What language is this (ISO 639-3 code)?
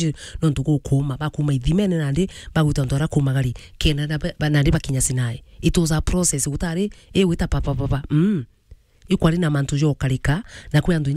mer